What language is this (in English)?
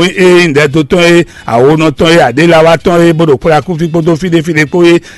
Fon